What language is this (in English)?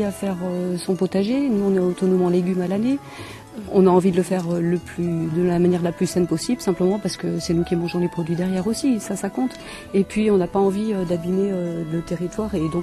French